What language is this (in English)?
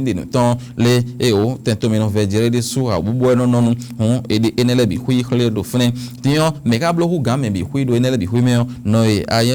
Fon